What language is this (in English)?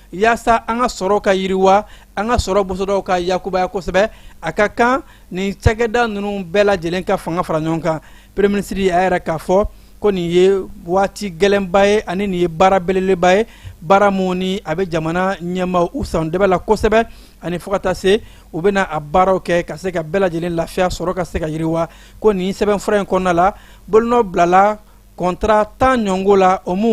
Bambara